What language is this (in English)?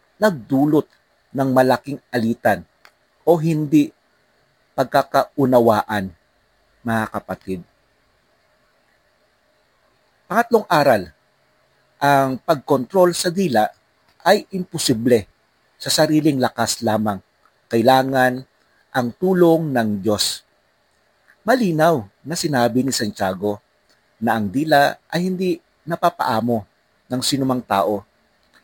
Filipino